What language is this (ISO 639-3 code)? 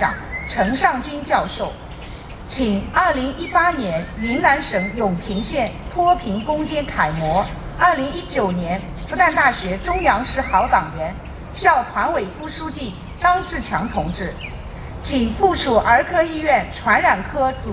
zho